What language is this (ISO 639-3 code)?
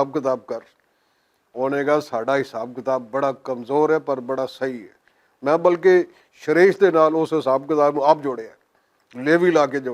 lah